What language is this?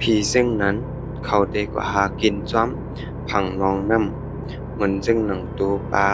Shan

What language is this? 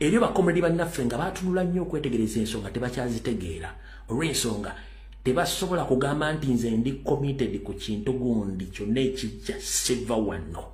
Ganda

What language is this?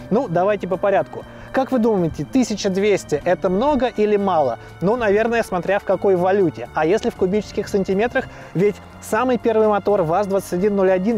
Russian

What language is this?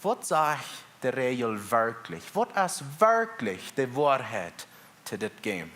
Plautdietsch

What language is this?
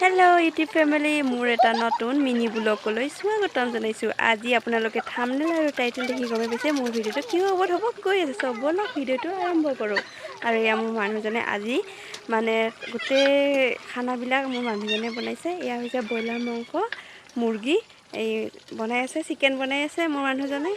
Assamese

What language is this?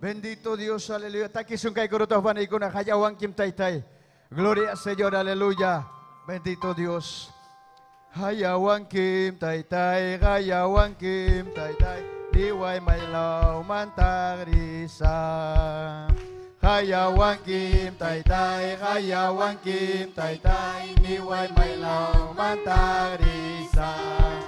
Ayacucho Quechua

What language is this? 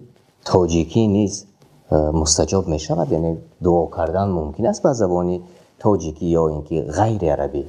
Tajik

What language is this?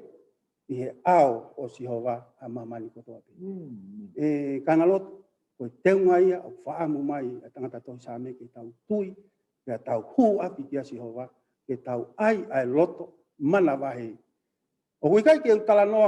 Tongan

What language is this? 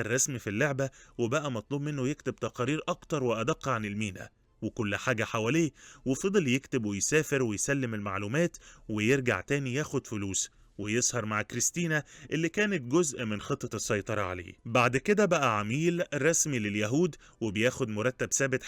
Egyptian Arabic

